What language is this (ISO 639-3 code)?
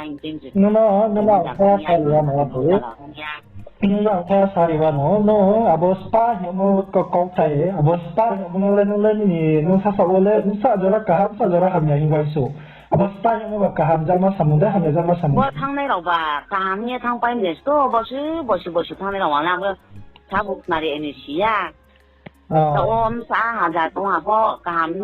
ria